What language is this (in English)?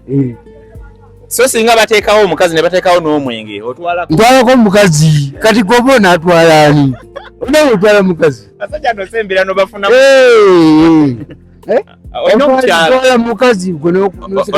Ganda